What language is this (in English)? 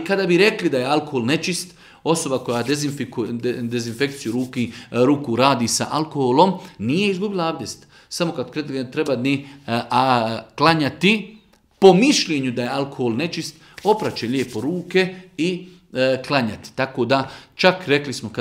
Bosnian